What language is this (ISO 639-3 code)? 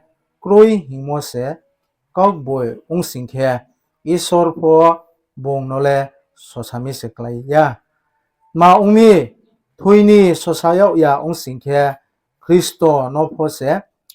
ria